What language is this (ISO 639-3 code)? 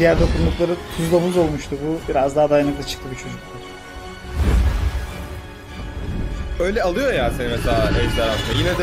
tur